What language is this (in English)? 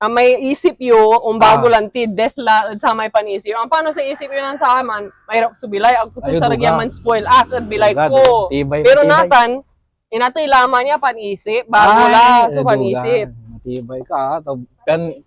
Pangasinan